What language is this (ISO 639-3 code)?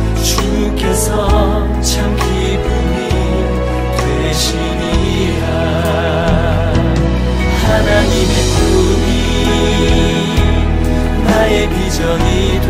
kor